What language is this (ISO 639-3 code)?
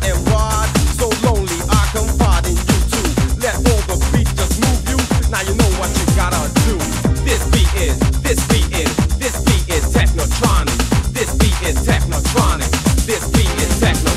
eng